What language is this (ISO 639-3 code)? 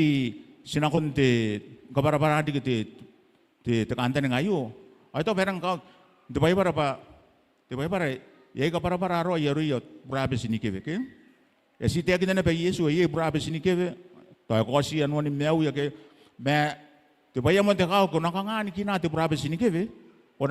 gil